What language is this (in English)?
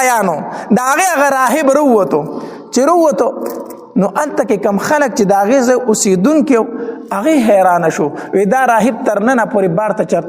Pashto